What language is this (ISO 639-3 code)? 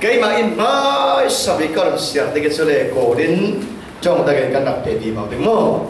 cfm